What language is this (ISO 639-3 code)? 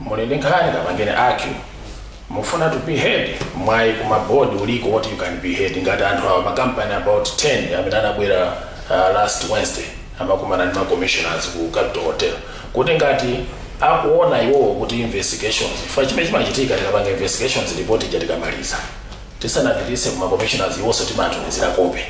nya